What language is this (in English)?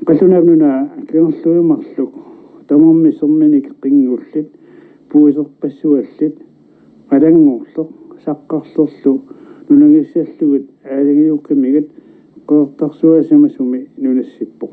Kalaallisut